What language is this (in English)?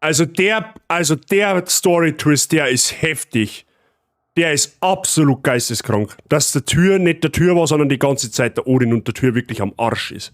Bavarian